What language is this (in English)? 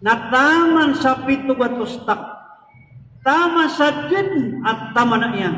Maranao